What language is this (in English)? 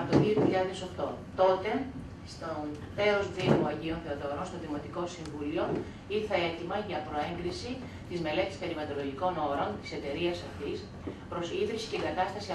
Greek